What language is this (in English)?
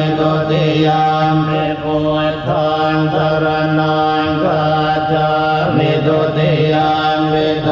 Pali